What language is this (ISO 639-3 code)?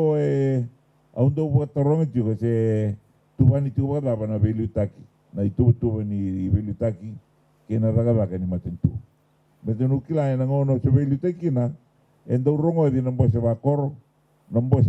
fij